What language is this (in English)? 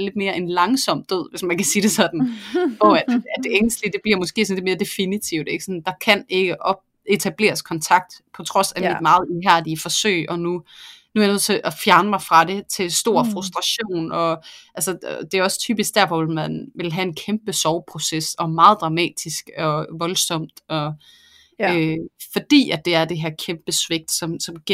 Danish